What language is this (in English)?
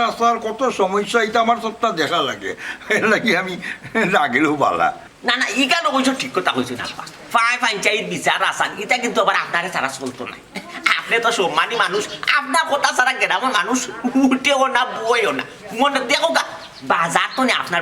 Sylheti